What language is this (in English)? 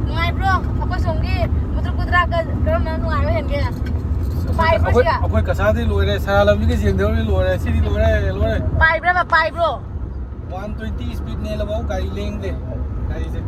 Manipuri